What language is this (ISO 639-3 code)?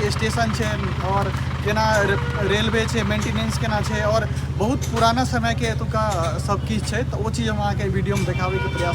mai